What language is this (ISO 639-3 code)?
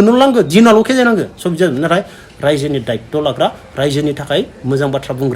brx